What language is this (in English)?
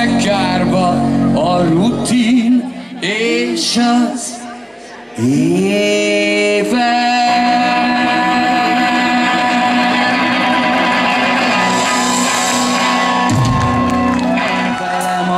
Hungarian